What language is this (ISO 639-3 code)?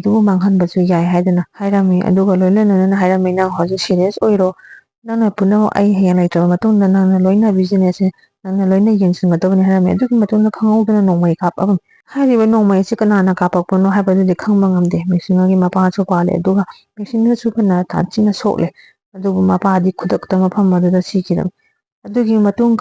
mni